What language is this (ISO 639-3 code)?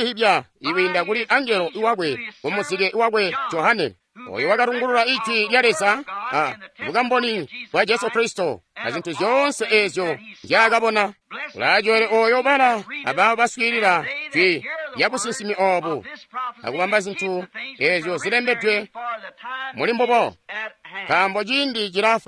toi